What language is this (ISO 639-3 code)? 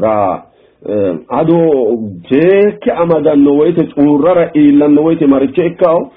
sid